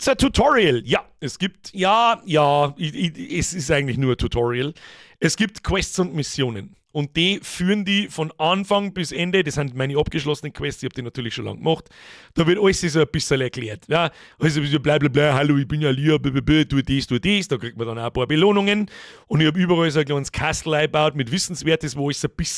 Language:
Bavarian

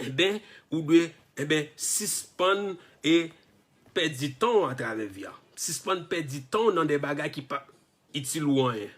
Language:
Haitian Creole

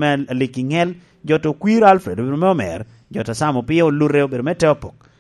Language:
Lango (Uganda)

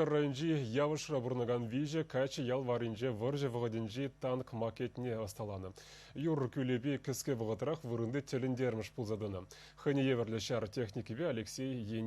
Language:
Chuvash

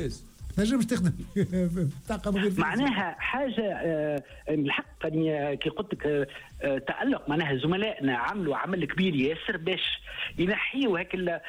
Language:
Tunisian Arabic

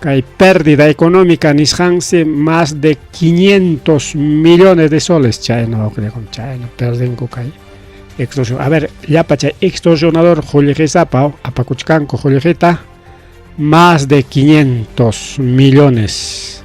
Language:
Ayacucho Quechua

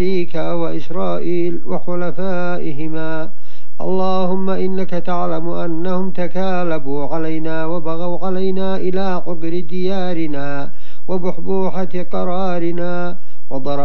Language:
Arabic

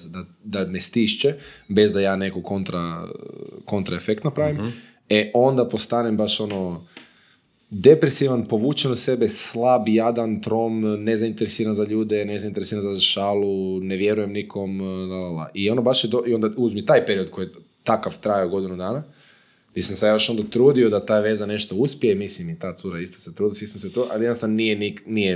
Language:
Croatian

